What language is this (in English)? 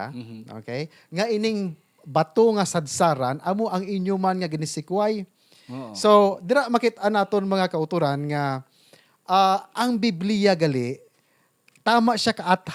Hiligaynon